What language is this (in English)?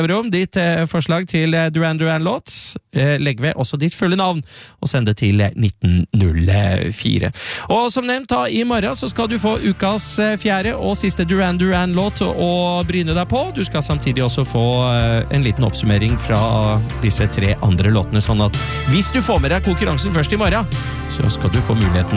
Norwegian